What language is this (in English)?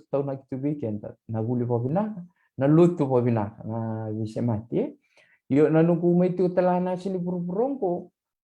Fijian